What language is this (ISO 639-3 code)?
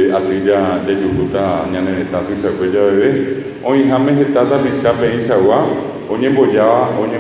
grn